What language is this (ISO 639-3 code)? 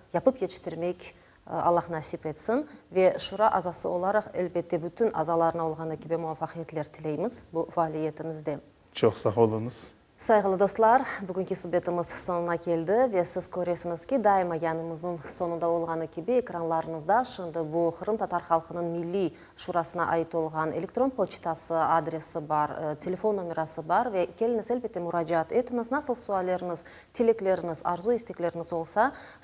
crh